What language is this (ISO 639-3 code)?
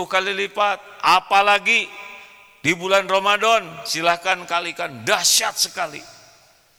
ind